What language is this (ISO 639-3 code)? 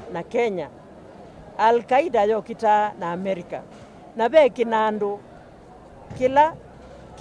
kam